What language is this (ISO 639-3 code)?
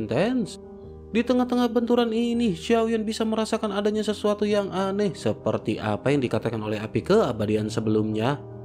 ind